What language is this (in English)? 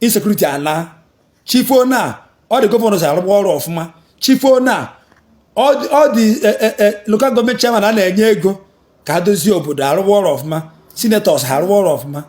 Igbo